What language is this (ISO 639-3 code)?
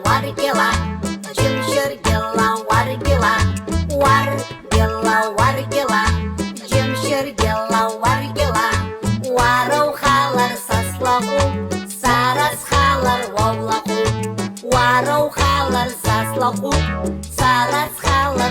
abk